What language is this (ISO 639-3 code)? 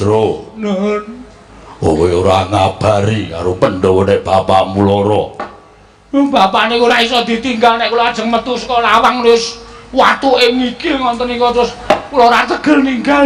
jav